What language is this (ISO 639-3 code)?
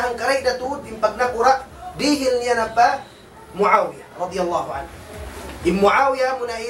tsg